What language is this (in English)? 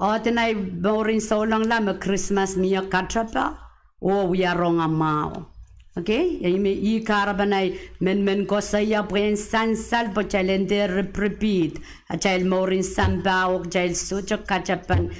Pohnpeian